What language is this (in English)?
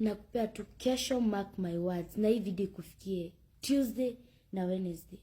Kikuyu